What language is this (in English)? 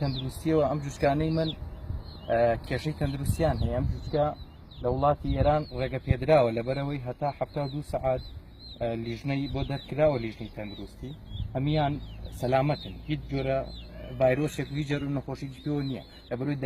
Central Kurdish